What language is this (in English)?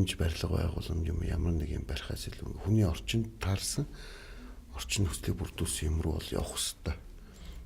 Mongolian